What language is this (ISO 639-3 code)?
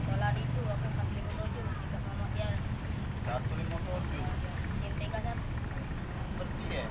mui